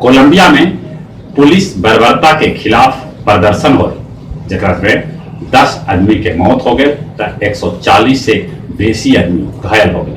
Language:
Magahi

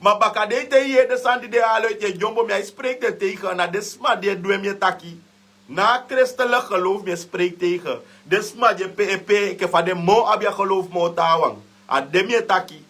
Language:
Sranan Tongo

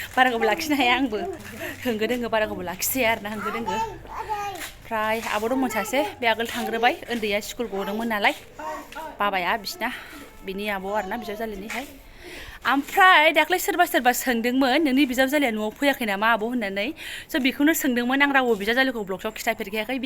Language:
Bodo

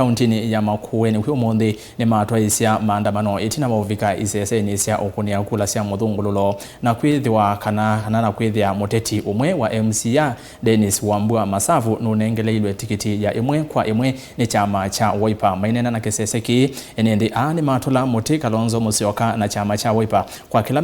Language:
Kamba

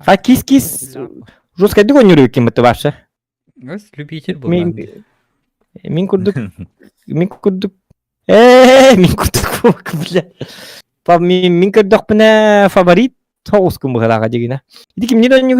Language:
Yakut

